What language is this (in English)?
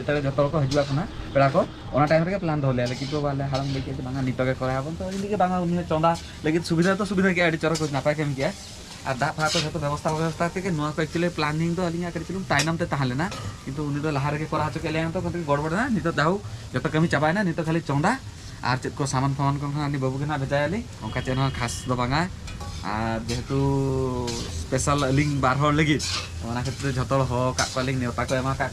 Santali